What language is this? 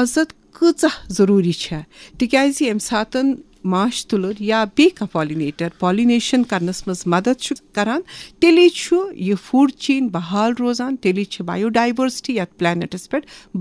Kashmiri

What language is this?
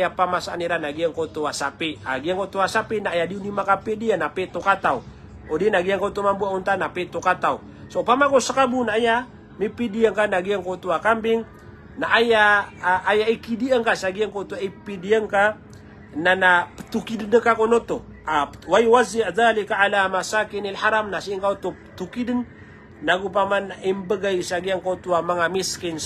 Maranao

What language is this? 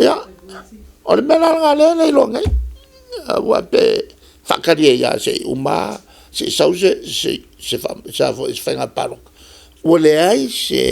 Samoan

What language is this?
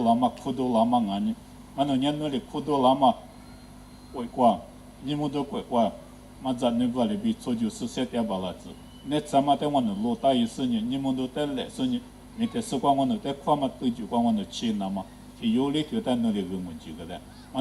Lisu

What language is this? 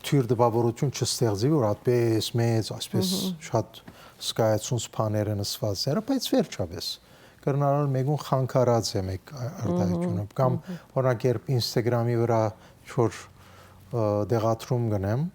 Western Armenian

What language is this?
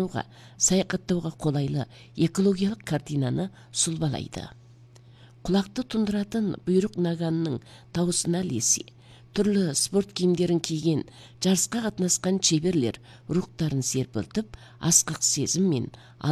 Kazakh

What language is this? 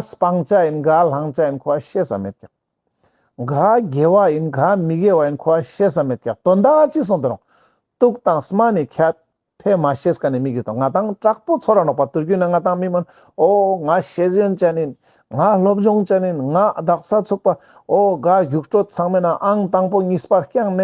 Ladakhi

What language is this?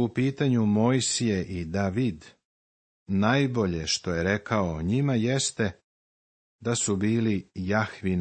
Serbian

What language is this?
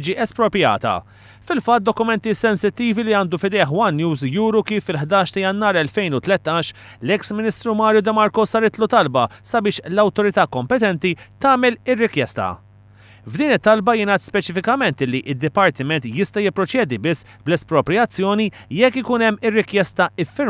Maltese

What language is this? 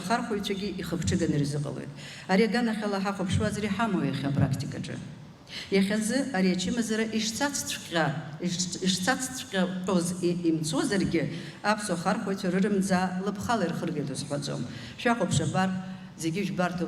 Abkhazian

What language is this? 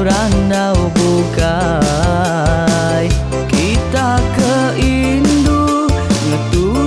Iban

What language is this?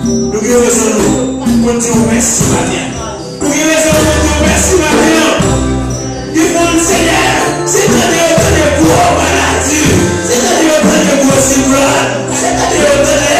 Haitian Creole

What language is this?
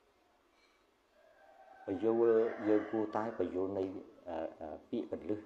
Khmer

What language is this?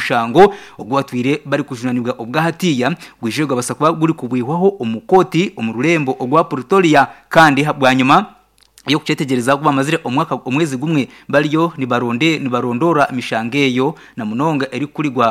Nyankole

